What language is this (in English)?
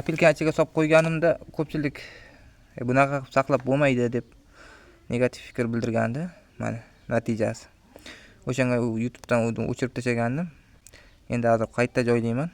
Uzbek